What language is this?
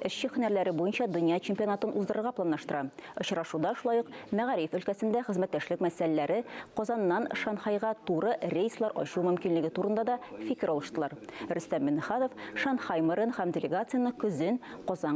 Tatar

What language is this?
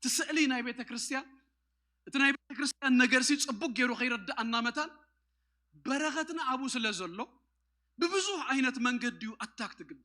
Tigrinya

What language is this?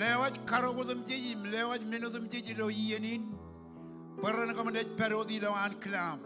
Marshallese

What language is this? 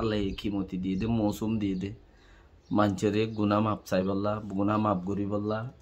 Rohingya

